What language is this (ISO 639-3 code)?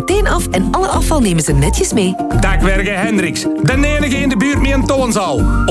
nld